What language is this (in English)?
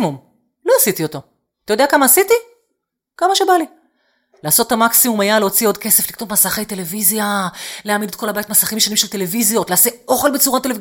Hebrew